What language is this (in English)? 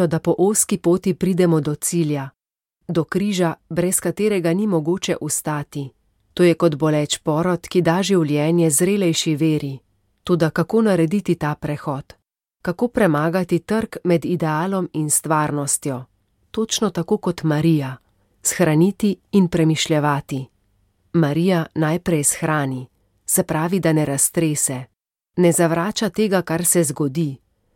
Slovenian